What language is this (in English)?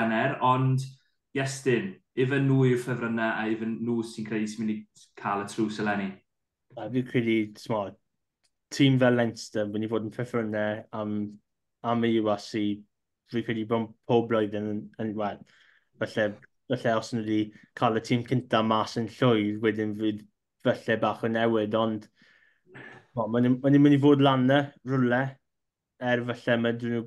Welsh